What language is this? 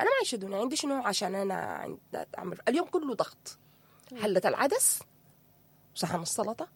Sudanese Arabic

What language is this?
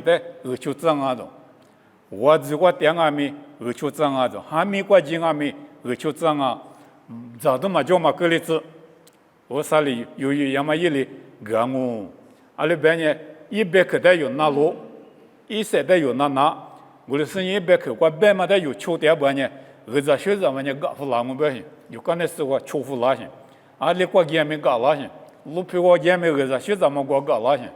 Lisu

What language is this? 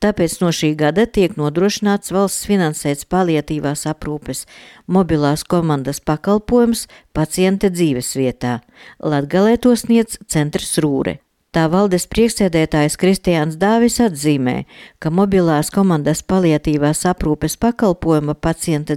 Latvian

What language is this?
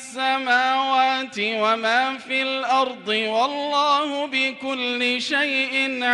Arabic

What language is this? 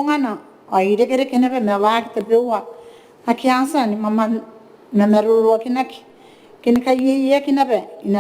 Gilbertese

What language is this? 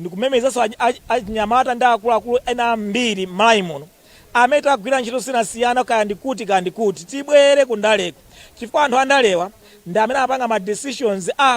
Nyanja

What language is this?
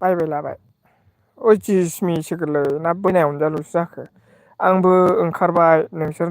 Bodo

